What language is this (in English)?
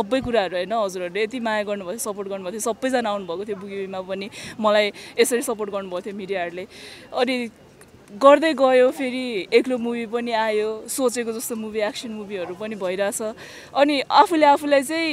Nepali